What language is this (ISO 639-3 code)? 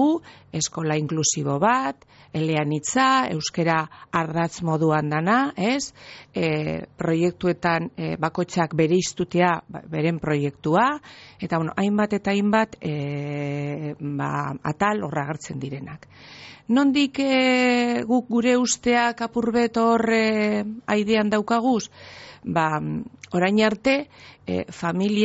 eus